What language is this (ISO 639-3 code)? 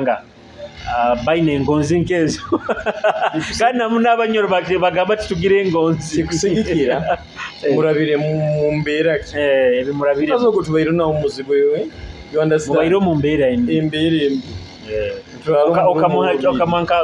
nyo